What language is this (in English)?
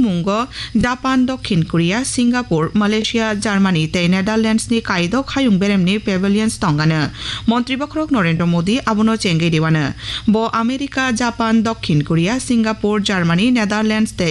Kok Borok